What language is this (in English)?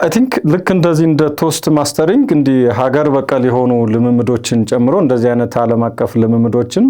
Amharic